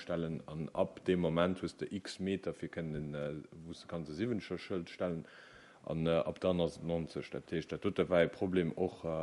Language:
Luxembourgish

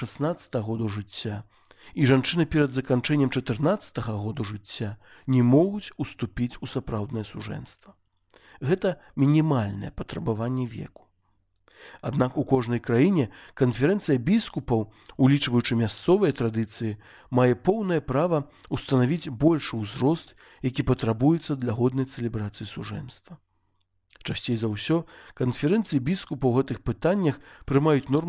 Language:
Belarusian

